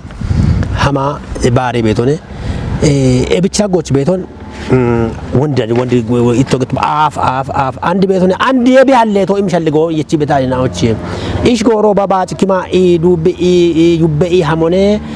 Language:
Kafa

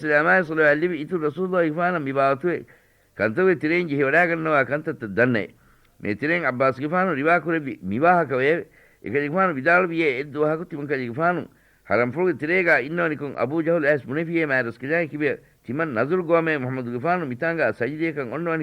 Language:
Divehi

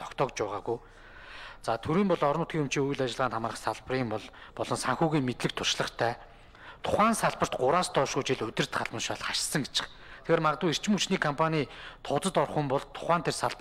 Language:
Mongolian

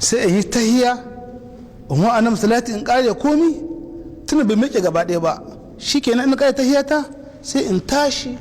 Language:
Hausa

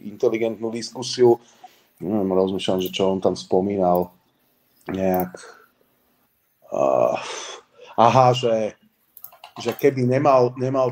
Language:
Slovak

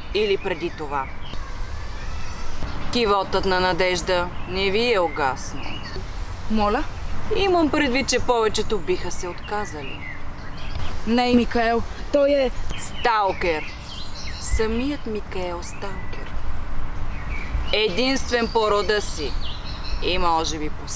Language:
Bulgarian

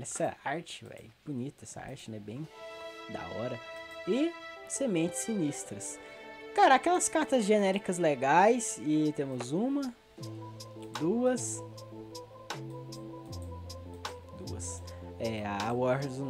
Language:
Portuguese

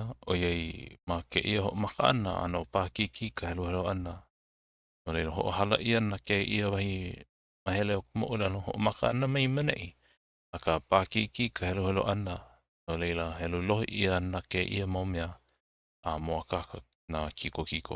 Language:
Hawaiian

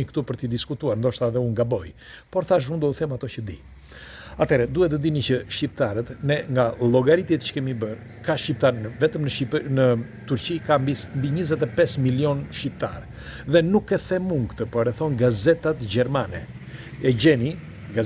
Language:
Albanian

